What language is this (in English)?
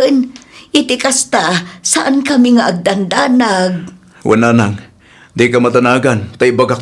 Iloko